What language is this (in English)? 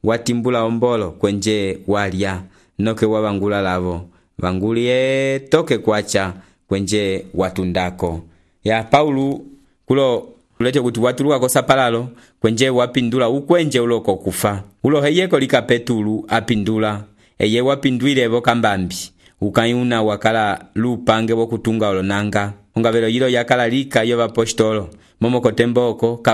Umbundu